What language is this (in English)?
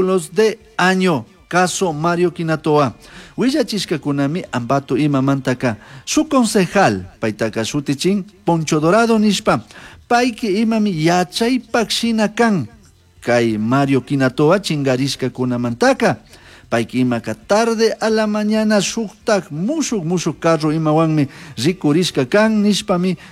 Chimborazo Highland Quichua